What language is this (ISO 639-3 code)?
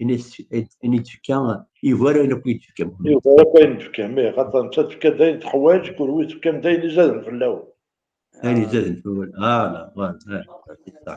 kab